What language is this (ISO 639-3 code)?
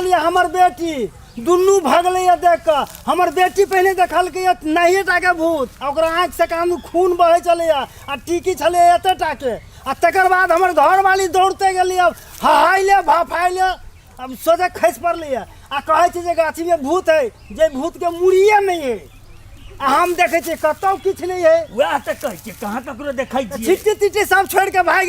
mai